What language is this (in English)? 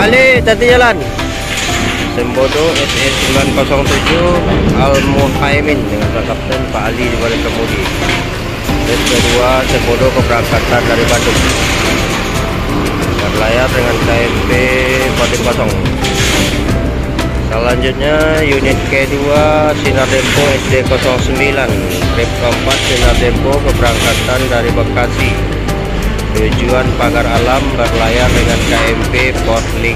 Indonesian